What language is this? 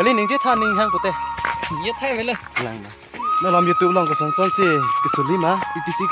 Karbi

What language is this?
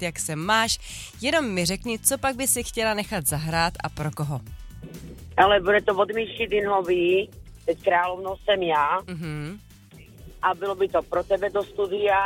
Czech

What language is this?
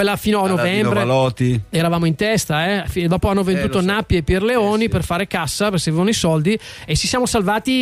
Italian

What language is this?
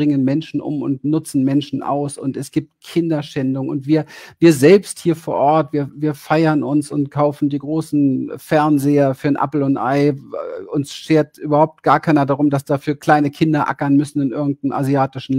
German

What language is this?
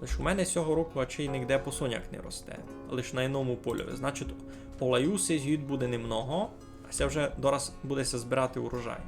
Rusyn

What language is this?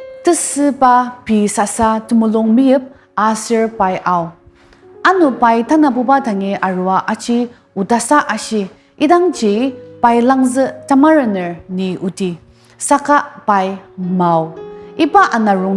Ao Naga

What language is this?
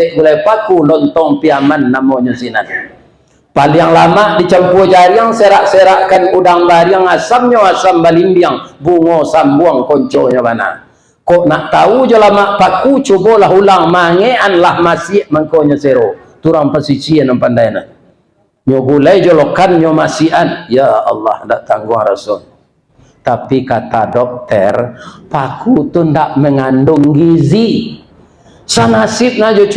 Minangkabau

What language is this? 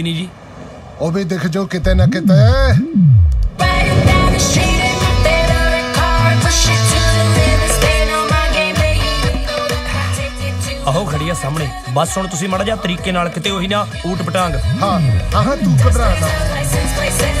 Punjabi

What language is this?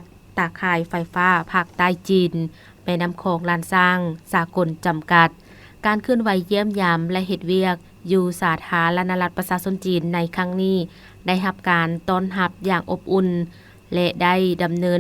Lao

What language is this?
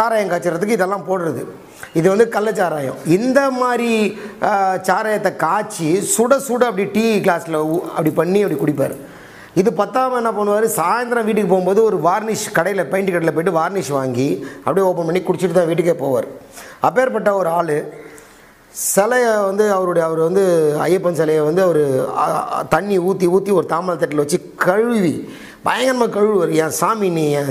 Tamil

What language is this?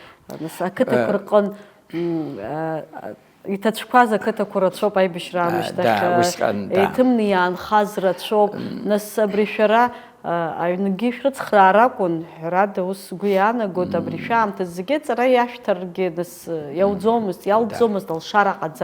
Abkhazian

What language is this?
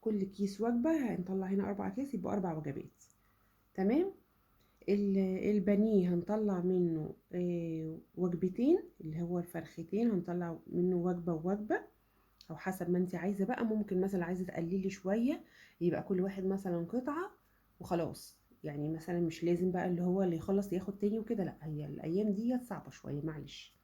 Egyptian Arabic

